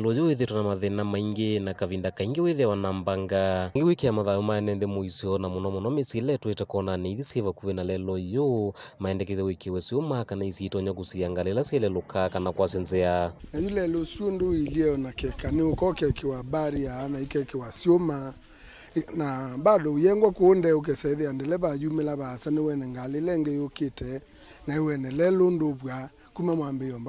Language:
Kamba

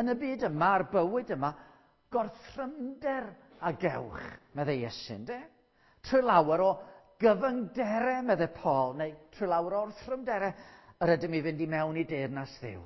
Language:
Welsh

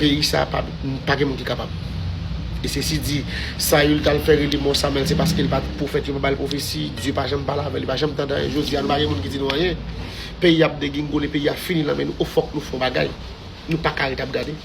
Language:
Haitian Creole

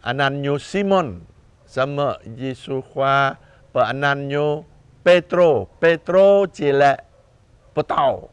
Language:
Jarai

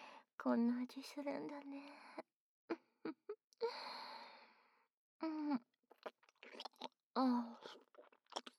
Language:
Japanese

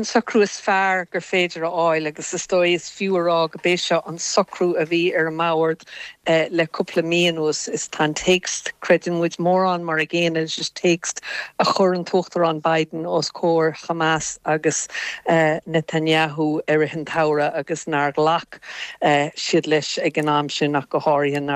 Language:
Irish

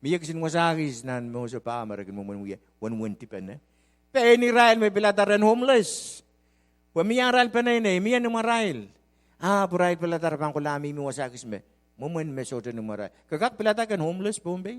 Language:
Pohnpeian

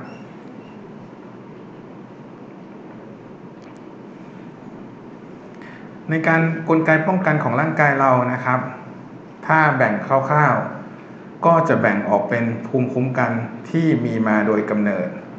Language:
Thai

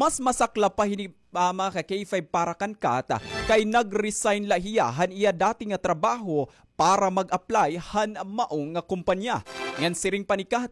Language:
Waray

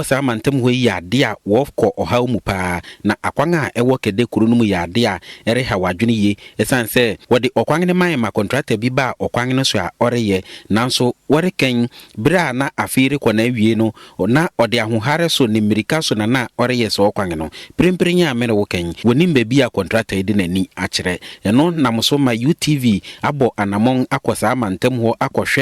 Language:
Akan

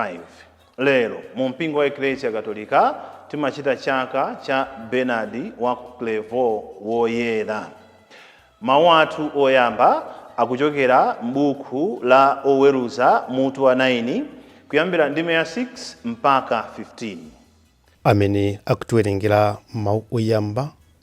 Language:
Nyanja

